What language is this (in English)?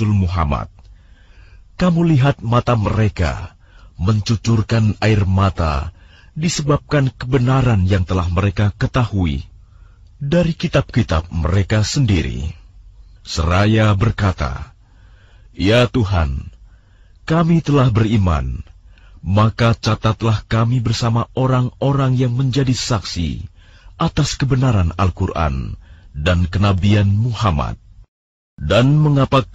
Indonesian